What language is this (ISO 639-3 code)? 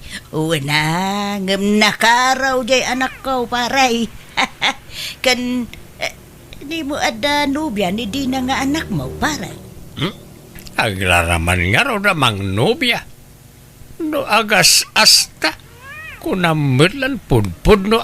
ilo